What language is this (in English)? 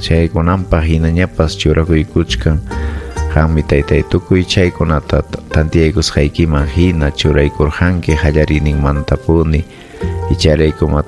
Ayacucho Quechua